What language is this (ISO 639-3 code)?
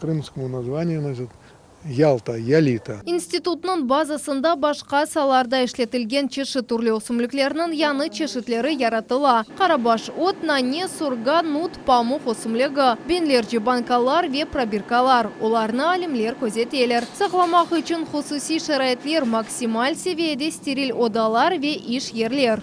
crh